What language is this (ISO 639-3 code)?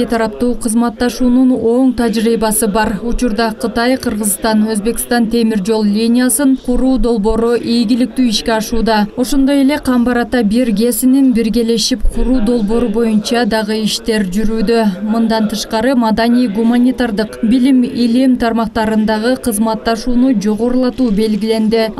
kir